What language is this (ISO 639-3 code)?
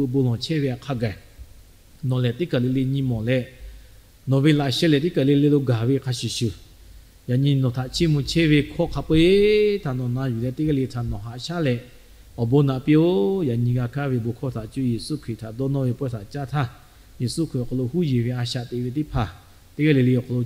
lhu